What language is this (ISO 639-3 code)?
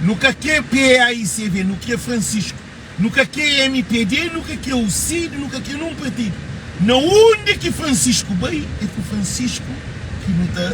kea